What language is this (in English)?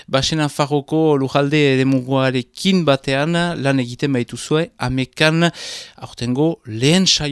Basque